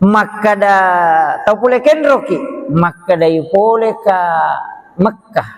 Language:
Buginese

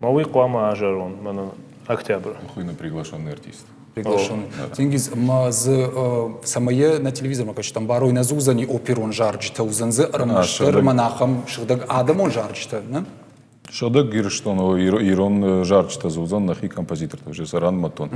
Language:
Ossetic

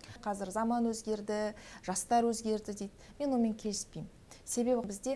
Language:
Kazakh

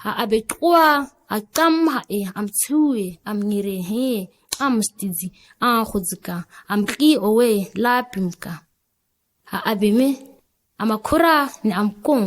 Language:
ǁGana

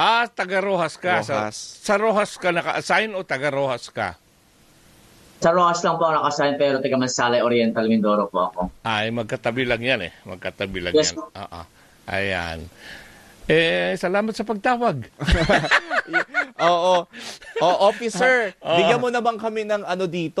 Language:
Filipino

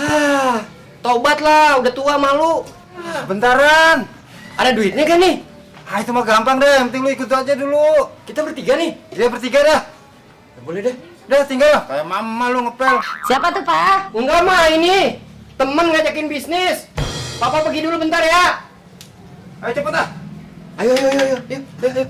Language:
Betawi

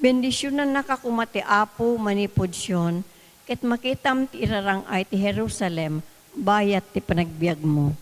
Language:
Iloko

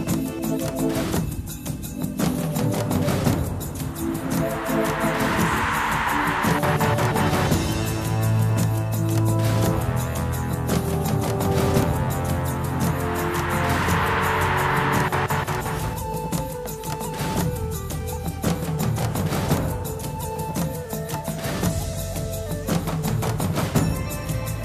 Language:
Irish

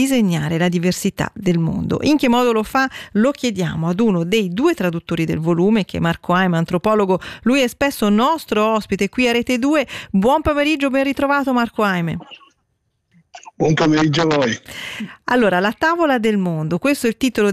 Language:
Italian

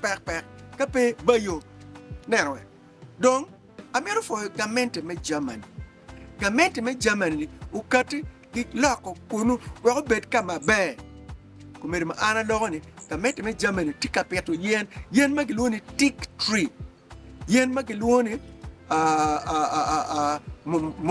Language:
Acoli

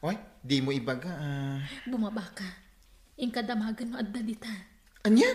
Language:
Iloko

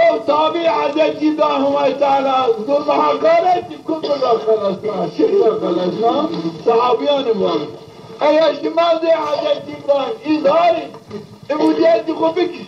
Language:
Zaza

